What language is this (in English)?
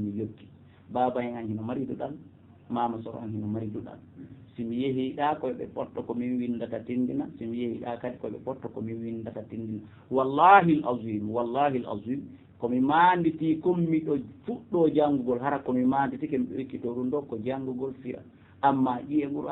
Fula